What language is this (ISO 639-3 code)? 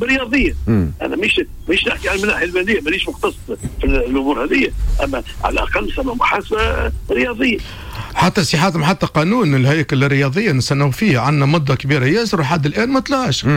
aeb